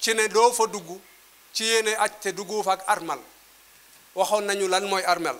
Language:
Wolof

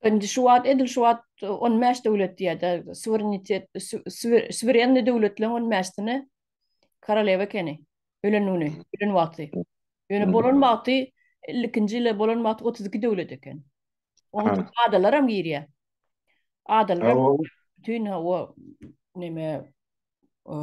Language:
Turkmen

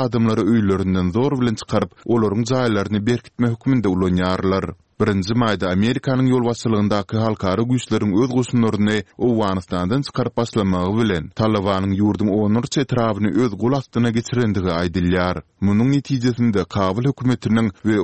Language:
Turkmen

